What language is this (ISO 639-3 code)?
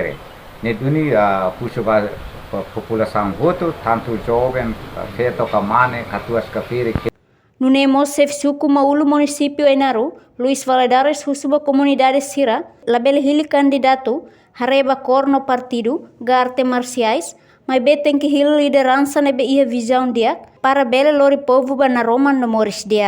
tet